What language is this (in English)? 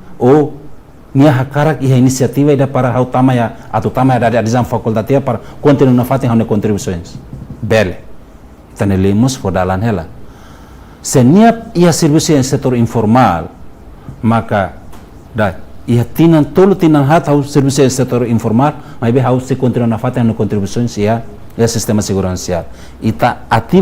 Tetum